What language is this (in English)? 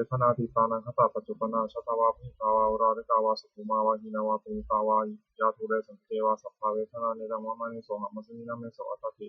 Pali